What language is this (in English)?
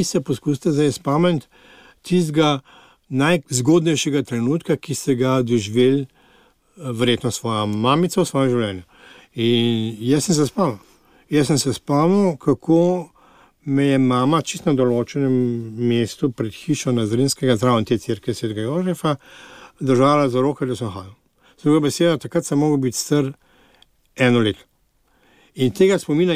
Slovenian